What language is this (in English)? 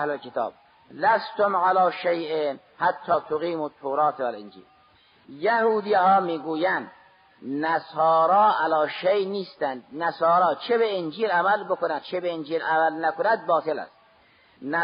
Persian